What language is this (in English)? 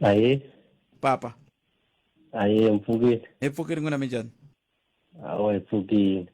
Tsonga